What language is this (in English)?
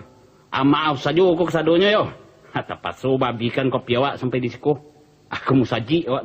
Minangkabau